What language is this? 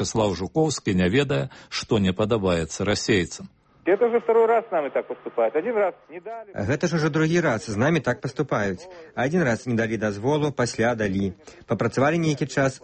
Belarusian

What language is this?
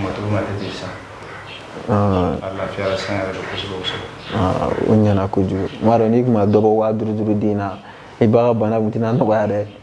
Bambara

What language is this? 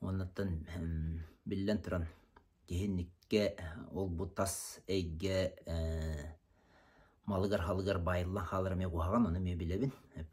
Yakut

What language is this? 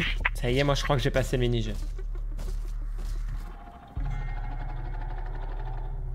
French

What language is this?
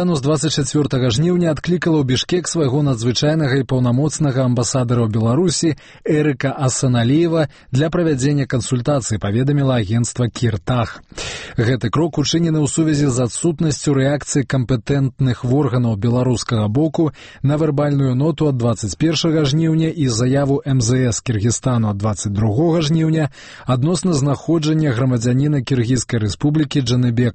Belarusian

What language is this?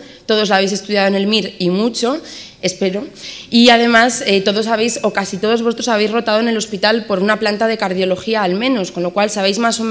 Spanish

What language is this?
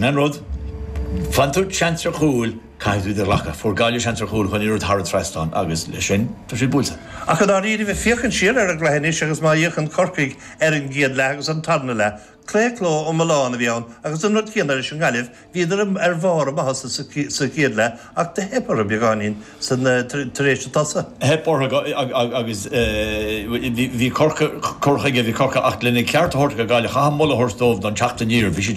Irish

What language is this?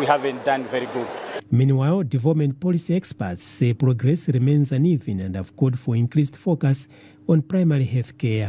English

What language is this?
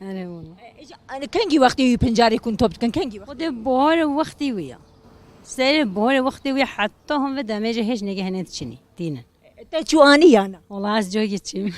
Kurdish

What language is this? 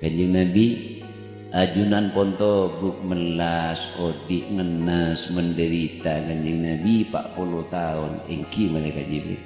Madurese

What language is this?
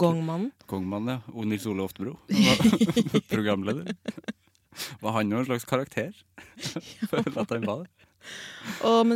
Norwegian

